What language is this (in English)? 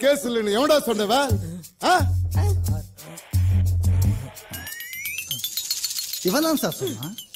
Tamil